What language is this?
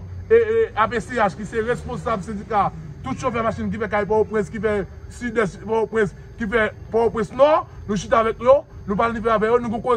Haitian Creole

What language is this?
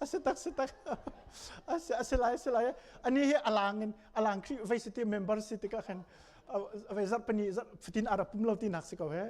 Hakha Chin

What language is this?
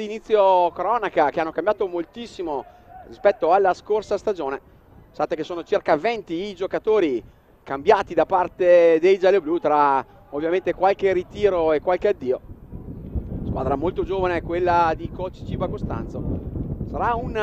Italian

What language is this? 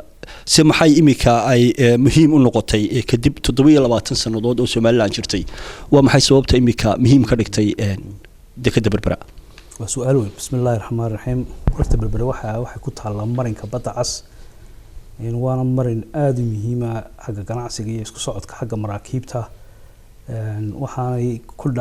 Somali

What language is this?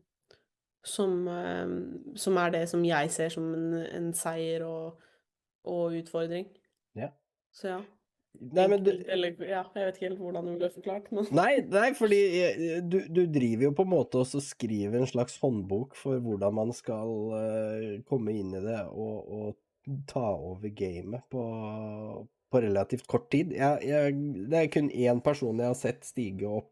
Norwegian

